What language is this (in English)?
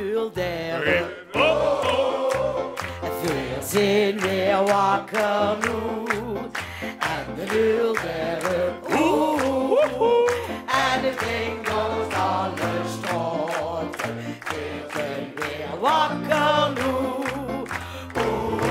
Limburgish